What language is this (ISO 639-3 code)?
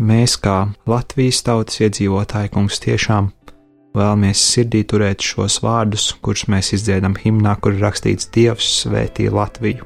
lav